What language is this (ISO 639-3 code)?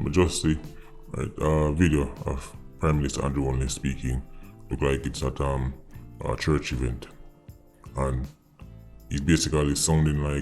jam